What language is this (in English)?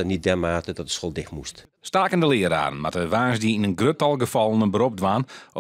Western Frisian